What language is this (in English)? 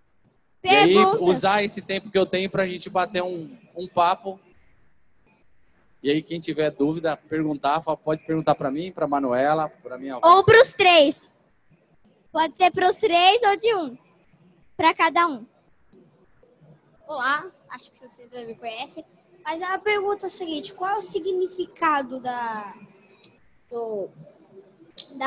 Portuguese